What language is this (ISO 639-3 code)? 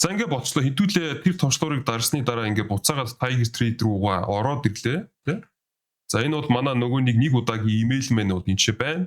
mon